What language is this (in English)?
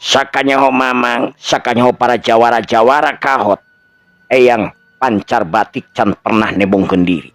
Sundanese